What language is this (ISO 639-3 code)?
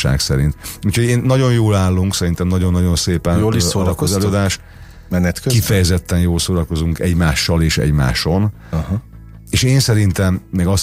hun